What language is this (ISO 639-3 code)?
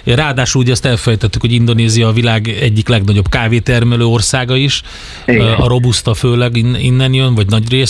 hun